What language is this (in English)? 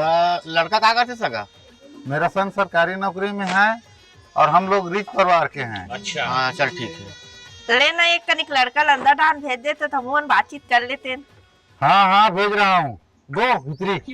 Chhattisgarhi